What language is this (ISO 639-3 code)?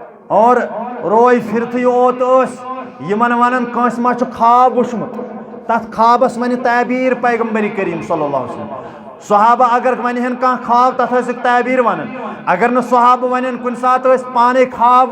kas